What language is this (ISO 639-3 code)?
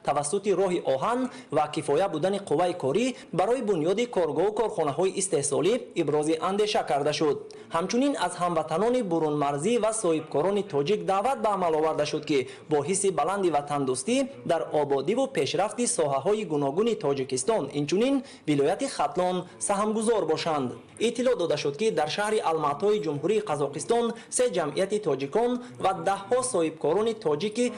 tgk